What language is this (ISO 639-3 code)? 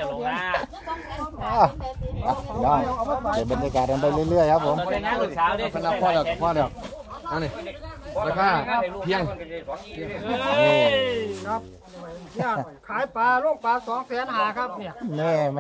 tha